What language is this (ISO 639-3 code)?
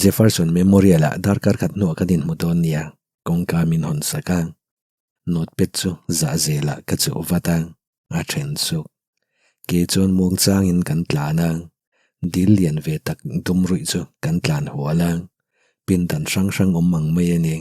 lus